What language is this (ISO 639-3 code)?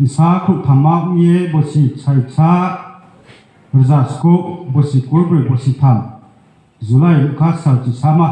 ria